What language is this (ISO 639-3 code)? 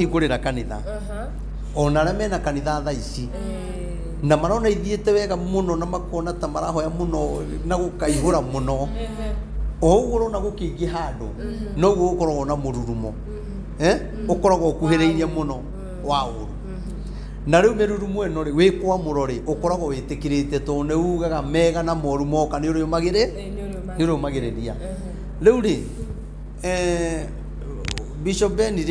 kik